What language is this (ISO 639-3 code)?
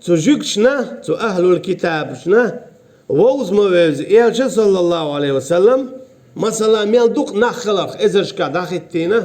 che